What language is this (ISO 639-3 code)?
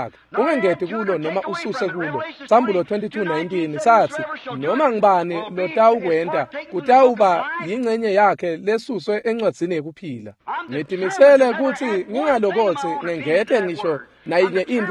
ssw